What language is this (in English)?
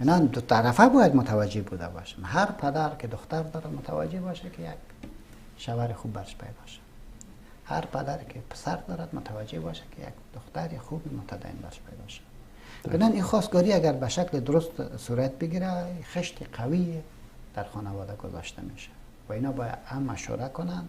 Persian